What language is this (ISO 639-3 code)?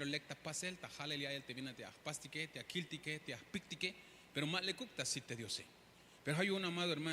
tzh